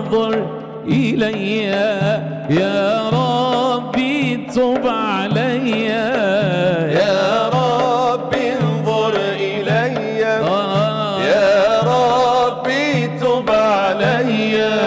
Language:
North Levantine Arabic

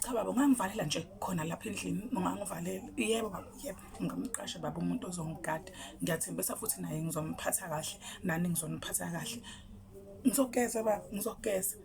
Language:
Zulu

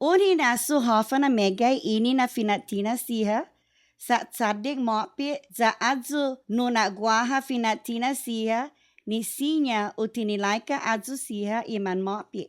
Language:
Chamorro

